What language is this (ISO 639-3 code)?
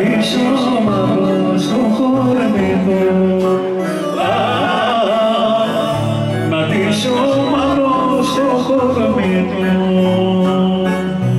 ell